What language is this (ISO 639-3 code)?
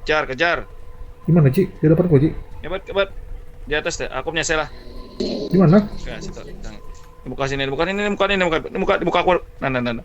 bjn